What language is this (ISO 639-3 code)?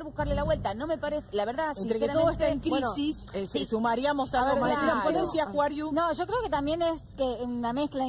spa